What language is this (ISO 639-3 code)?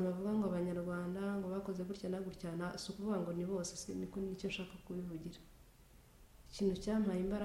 kin